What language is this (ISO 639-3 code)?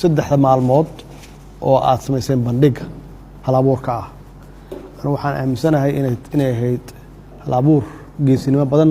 som